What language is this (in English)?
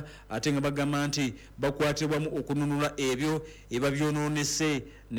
Ganda